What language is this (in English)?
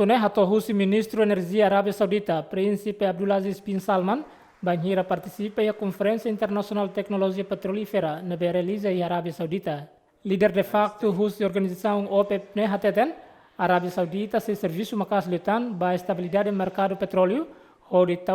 Tetum